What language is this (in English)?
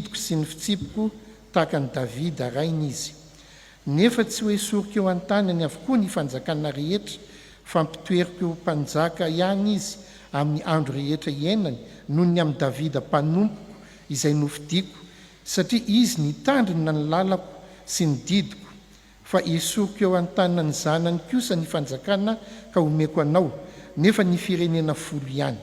Malagasy